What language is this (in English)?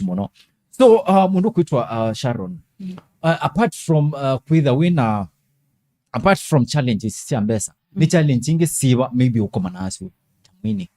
Kamba